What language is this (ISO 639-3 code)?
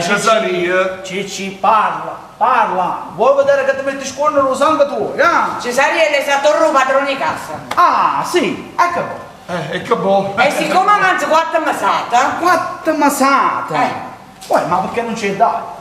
nap